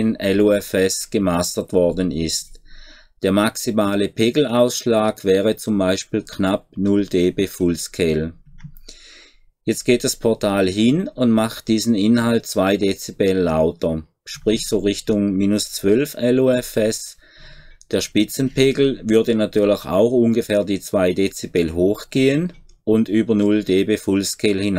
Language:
German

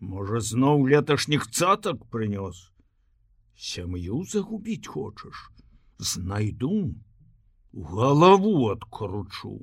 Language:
Belarusian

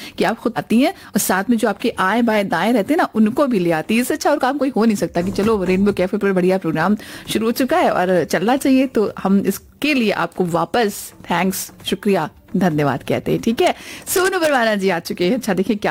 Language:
Hindi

